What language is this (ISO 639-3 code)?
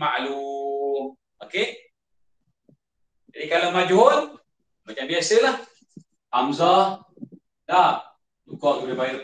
msa